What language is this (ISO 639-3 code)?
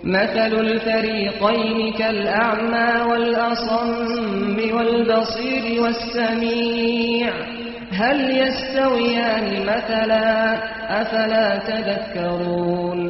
kur